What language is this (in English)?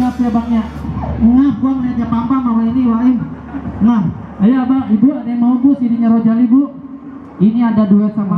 Betawi